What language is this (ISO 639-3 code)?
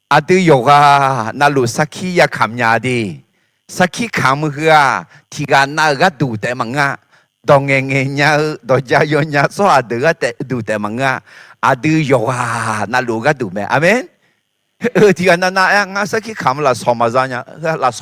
ahk